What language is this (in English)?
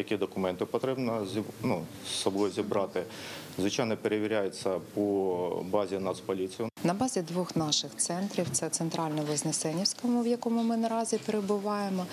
Ukrainian